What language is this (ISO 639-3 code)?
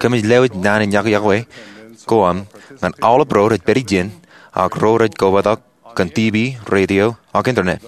mah